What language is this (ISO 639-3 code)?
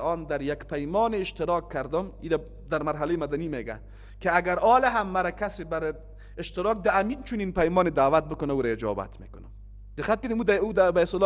fas